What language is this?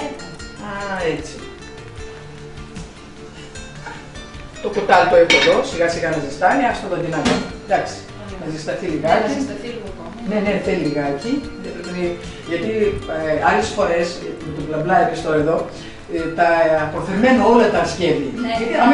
Greek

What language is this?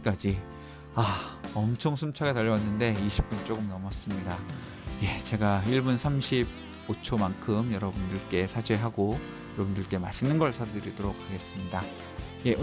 Korean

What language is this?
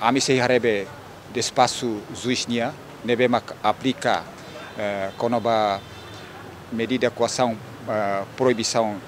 Tetum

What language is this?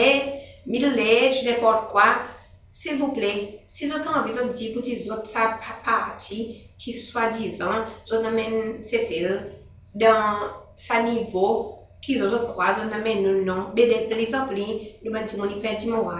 Seselwa Creole French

